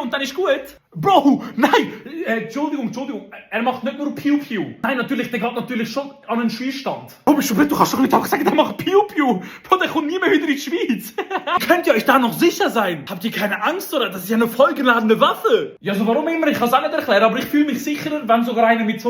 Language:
Swiss German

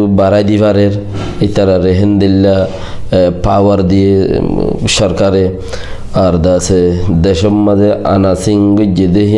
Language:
Rohingya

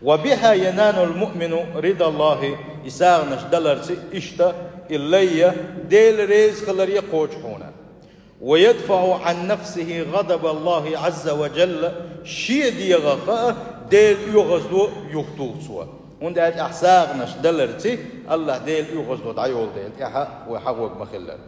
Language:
Chechen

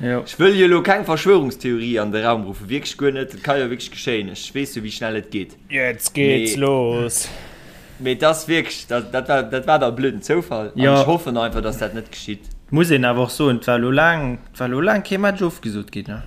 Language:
Luxembourgish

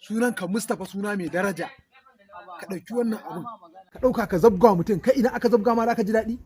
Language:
Hausa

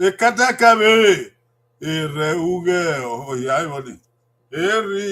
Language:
Bini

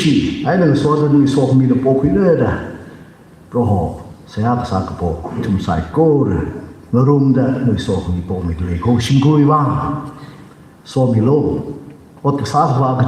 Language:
Tangkhul Naga (India)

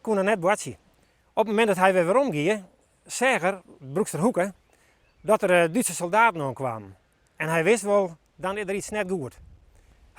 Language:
Western Frisian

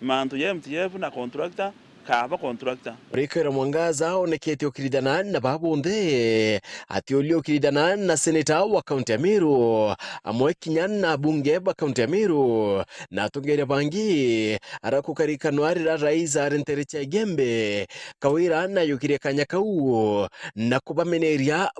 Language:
Meru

